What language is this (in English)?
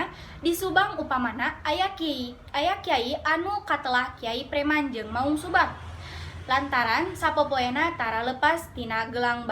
Sundanese